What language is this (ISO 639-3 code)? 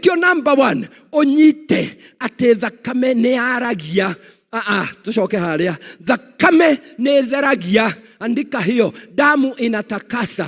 kik